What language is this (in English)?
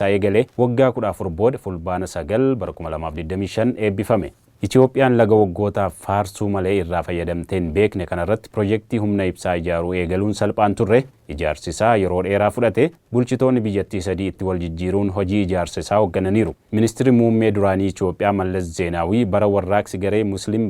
Oromo